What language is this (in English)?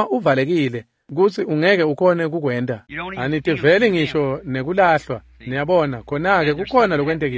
Swati